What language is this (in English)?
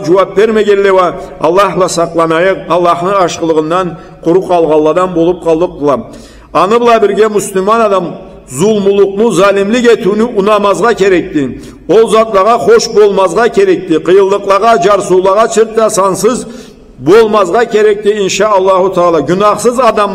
Karachay-Balkar